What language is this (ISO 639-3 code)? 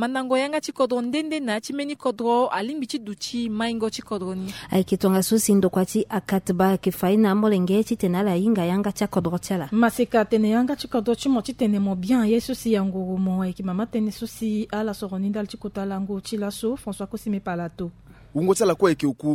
sag